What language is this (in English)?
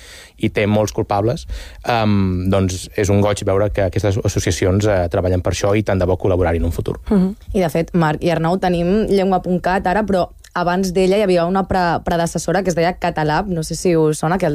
Catalan